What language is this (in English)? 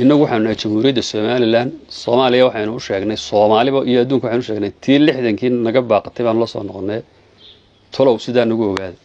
Somali